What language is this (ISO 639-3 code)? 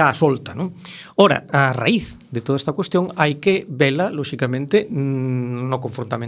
glg